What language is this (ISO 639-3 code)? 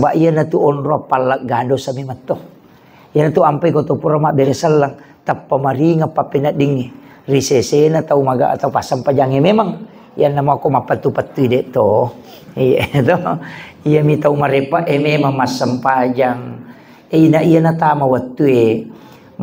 bug